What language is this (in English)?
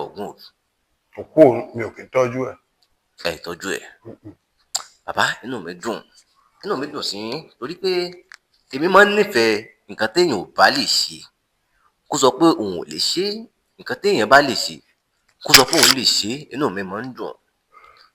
Yoruba